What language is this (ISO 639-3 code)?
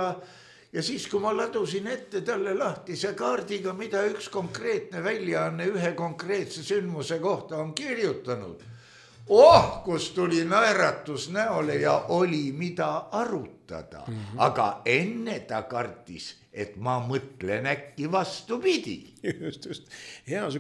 est